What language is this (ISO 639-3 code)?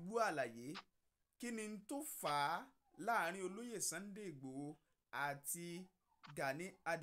yor